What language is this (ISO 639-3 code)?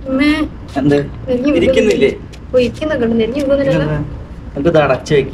mal